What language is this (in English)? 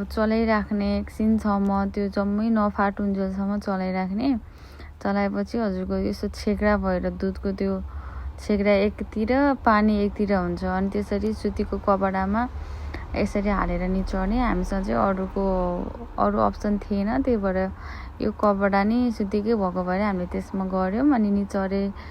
Nepali